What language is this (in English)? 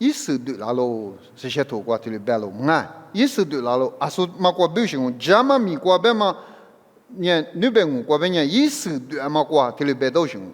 Lisu